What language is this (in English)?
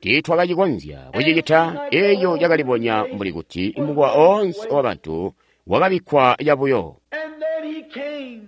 Tonga (Zambia)